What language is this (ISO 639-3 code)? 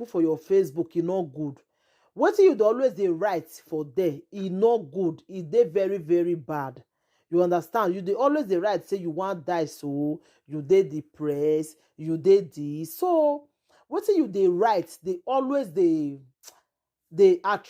pcm